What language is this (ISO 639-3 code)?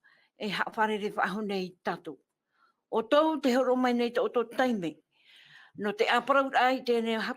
tah